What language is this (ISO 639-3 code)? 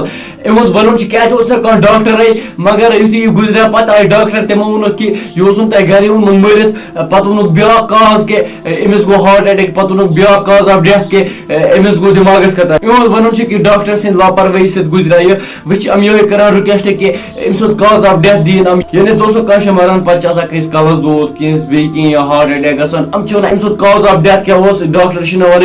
kas